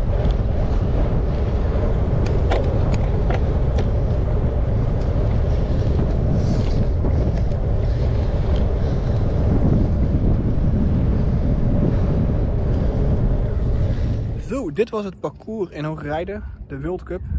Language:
Dutch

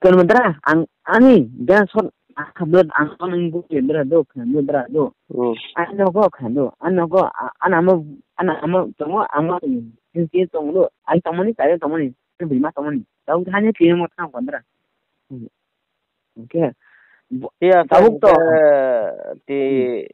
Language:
Kok Borok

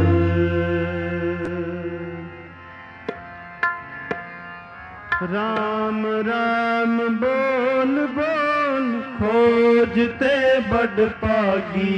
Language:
Punjabi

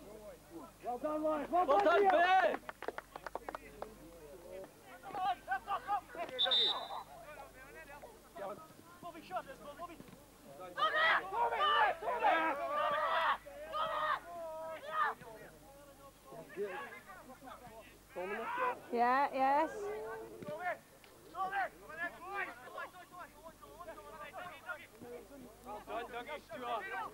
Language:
English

